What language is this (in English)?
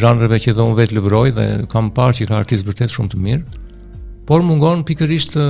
Albanian